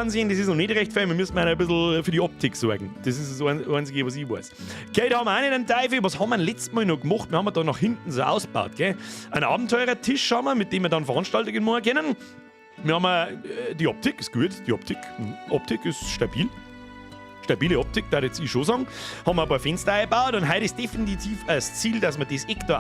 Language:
Bavarian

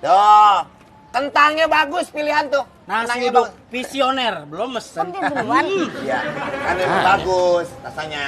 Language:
Betawi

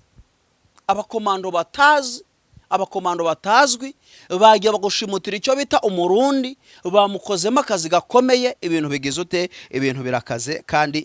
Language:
Kinyarwanda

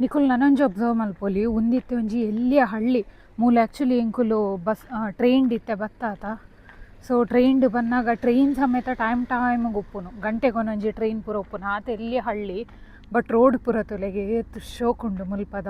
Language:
Tulu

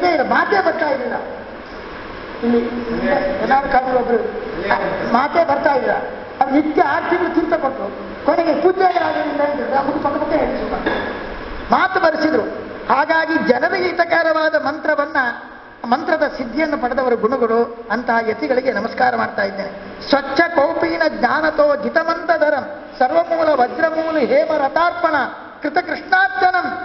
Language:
Kannada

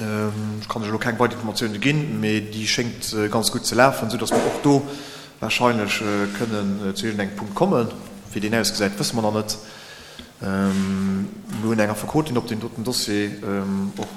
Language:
Luxembourgish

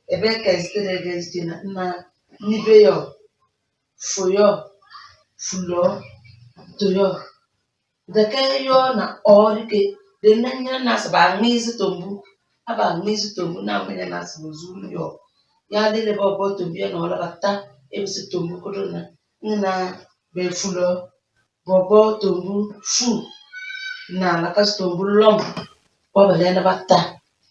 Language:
Tem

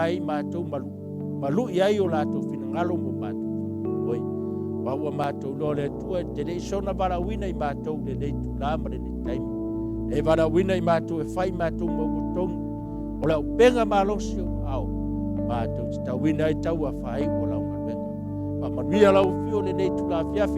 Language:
Samoan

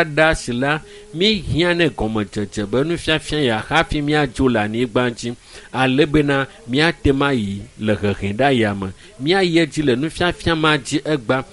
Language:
Ewe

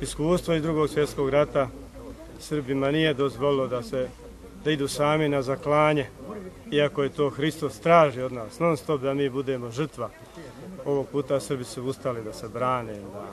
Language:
Bosnian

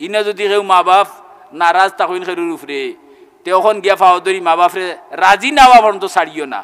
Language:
Sylheti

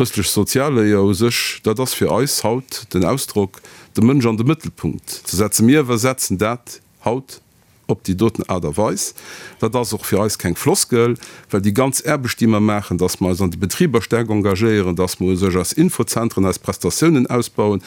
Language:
Luxembourgish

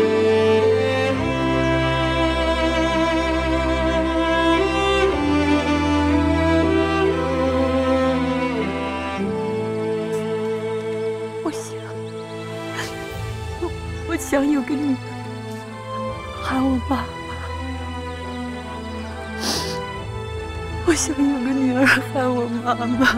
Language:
Chinese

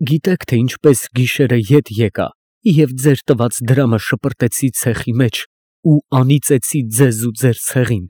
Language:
Armenian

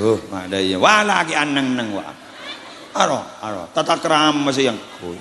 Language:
Madurese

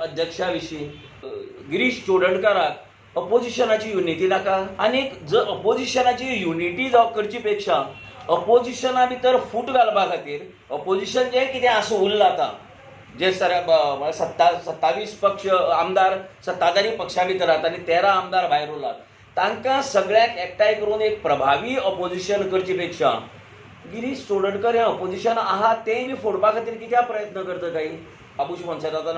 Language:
Konkani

